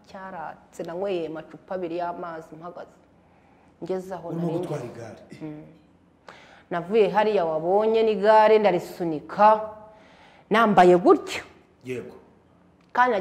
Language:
Kinyarwanda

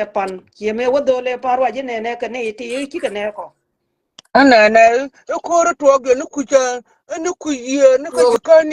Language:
Nuer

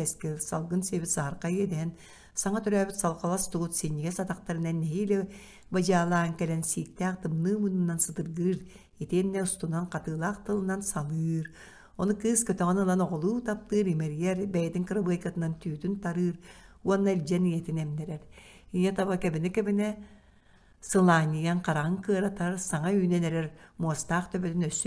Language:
Yakut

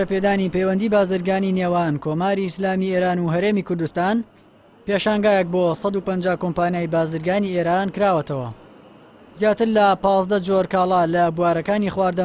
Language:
Central Kurdish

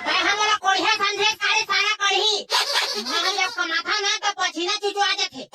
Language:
Chhattisgarhi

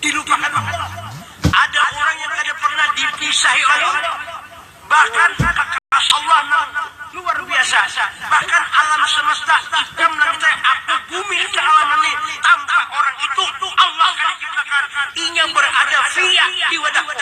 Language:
Banjar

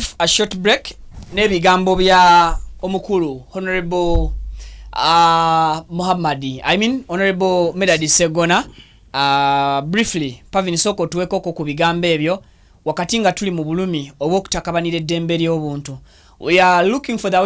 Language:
Ganda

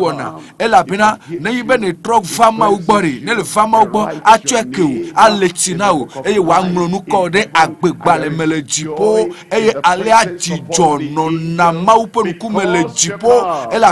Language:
Ewe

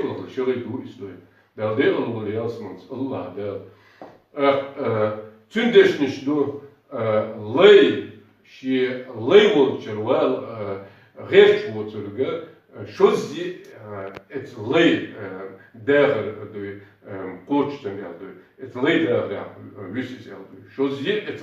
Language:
Chechen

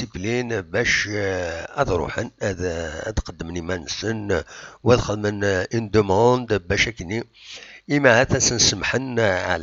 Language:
Kabyle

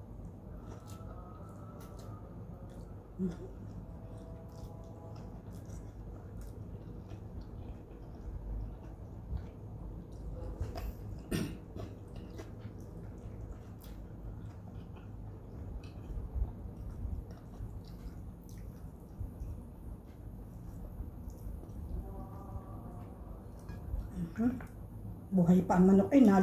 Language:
Filipino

